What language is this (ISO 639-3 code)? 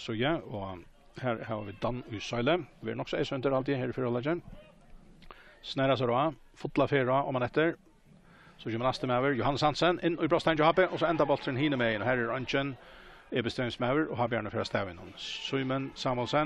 fao